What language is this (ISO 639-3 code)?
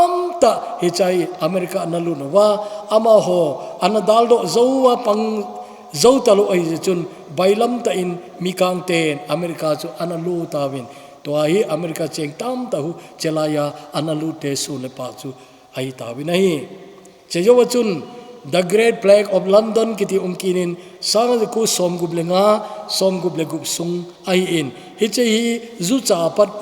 tcz